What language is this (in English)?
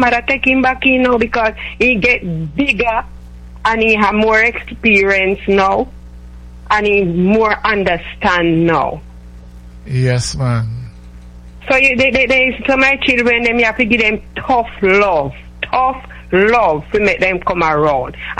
English